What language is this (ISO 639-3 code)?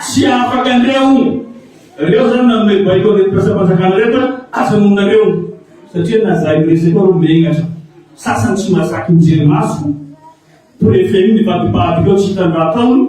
mlg